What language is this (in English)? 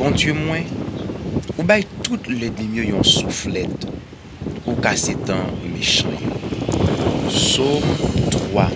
Haitian Creole